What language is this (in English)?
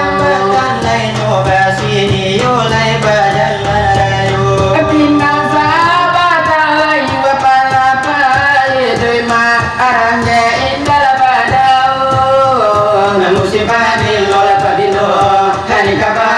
Minangkabau